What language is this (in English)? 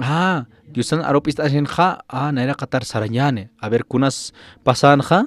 Aymara